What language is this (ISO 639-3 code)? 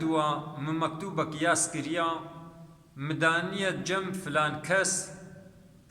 kur